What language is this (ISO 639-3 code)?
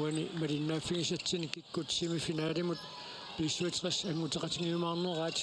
kal